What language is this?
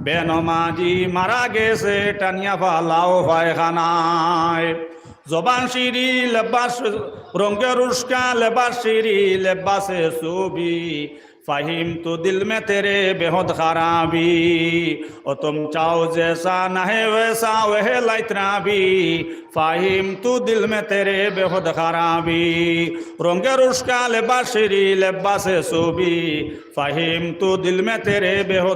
Sylheti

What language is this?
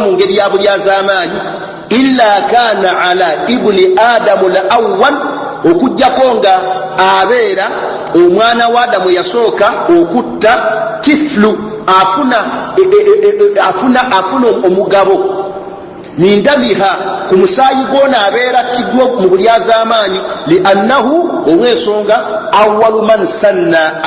Ganda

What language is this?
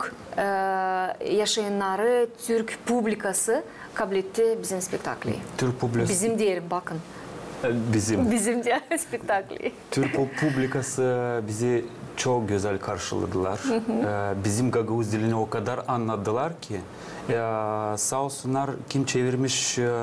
Gagauz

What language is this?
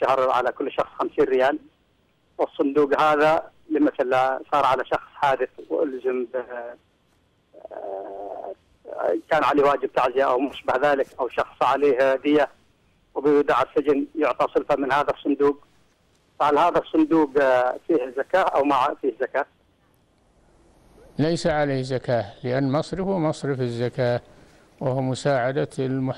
Arabic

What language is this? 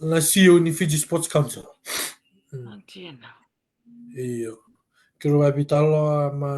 Fijian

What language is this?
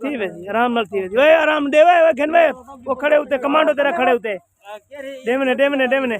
Saraiki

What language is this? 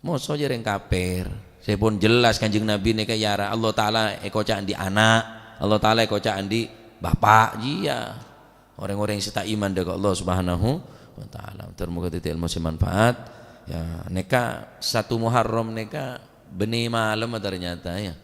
Madurese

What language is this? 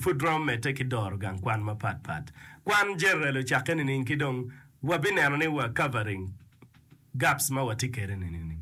Acoli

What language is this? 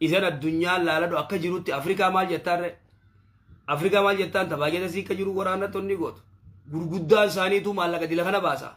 Oromo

